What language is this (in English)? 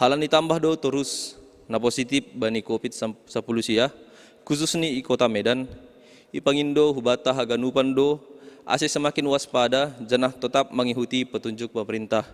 Batak Simalungun